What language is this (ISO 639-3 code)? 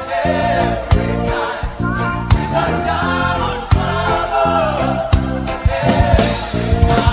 eng